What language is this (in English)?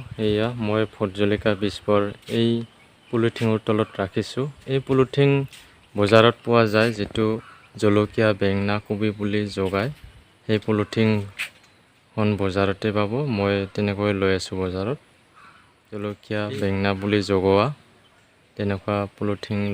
Assamese